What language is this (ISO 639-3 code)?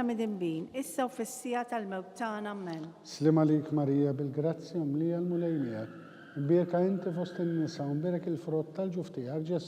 mlt